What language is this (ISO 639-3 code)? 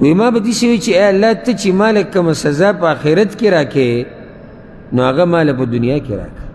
pus